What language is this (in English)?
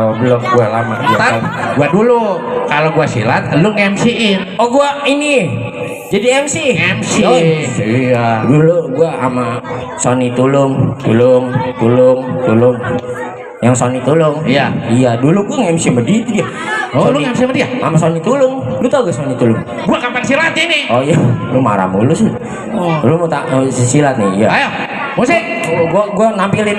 Betawi